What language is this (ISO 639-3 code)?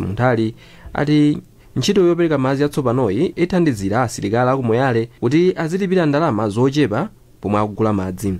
nya